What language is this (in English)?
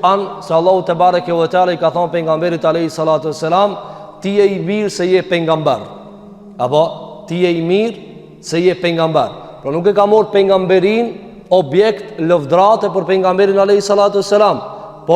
Albanian